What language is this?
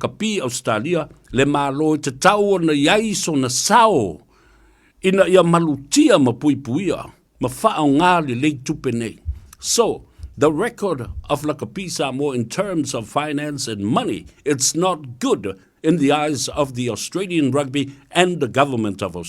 Samoan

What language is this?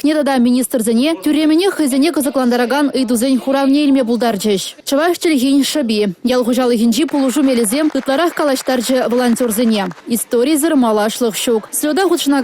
Chuvash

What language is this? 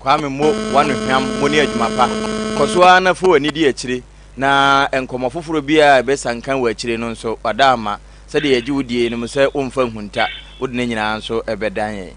Akan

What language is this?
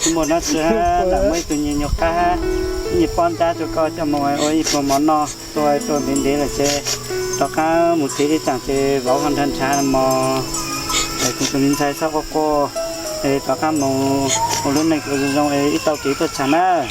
Hmong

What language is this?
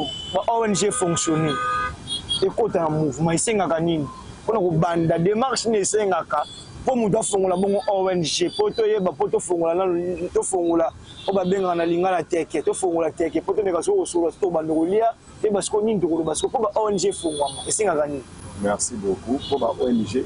Lingala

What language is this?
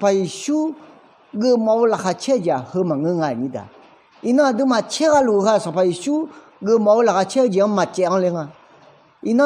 Akha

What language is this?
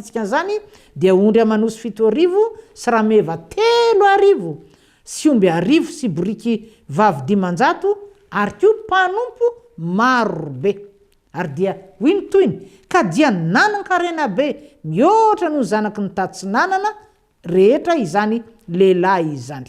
Malagasy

